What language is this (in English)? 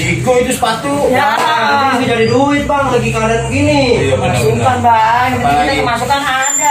Betawi